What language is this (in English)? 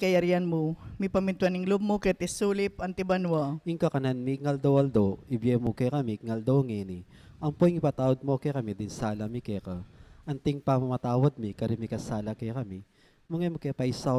Pampanga